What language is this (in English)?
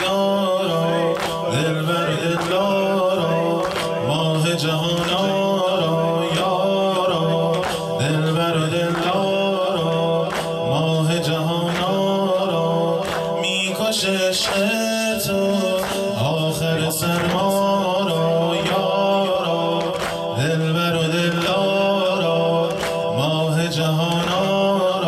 Persian